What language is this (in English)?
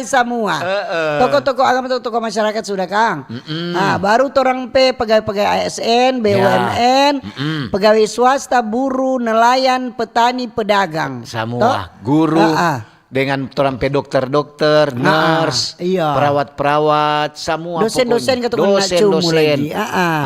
Manado Malay